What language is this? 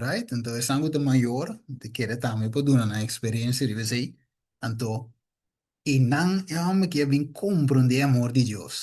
Papiamento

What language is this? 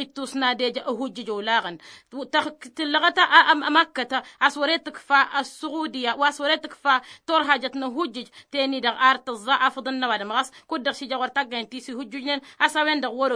Tamasheq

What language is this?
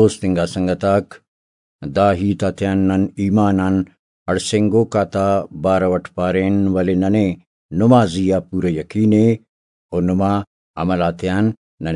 Brahui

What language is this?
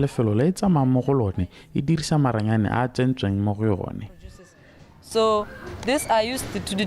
Tswana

